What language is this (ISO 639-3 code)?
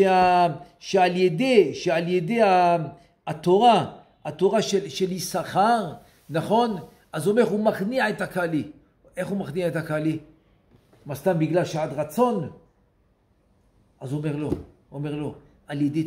heb